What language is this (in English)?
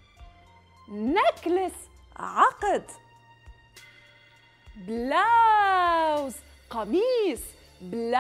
Arabic